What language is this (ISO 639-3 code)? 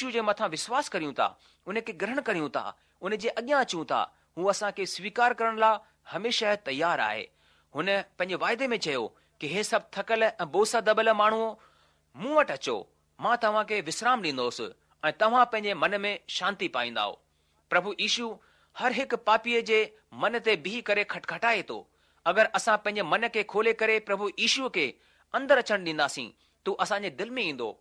snd